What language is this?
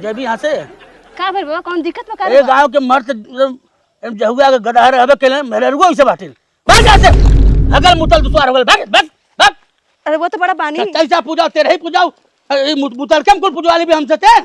Bhojpuri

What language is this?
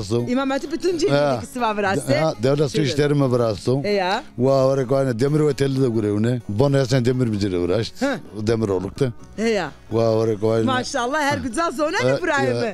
Zaza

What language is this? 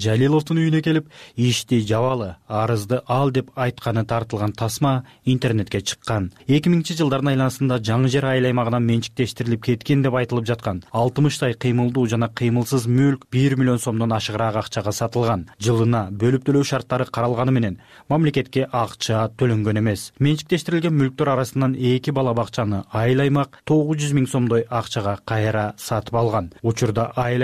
Kyrgyz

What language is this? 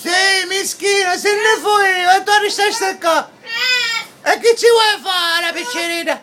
Sicilian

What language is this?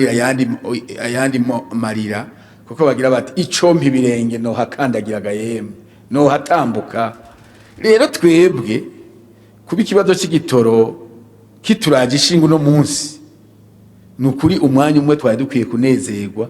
Rundi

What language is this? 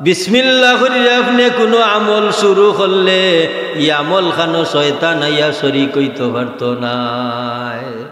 Sylheti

